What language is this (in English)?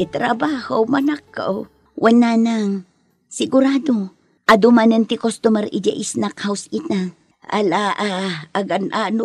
Iloko